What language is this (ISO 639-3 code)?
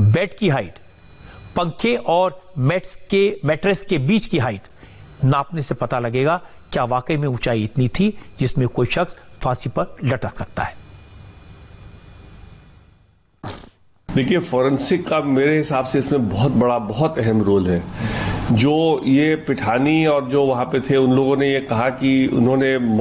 hin